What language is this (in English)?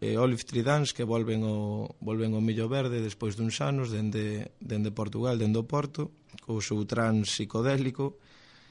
Galician